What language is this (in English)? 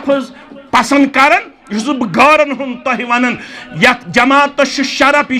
Kashmiri